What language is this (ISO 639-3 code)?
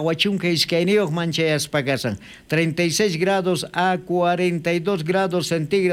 quh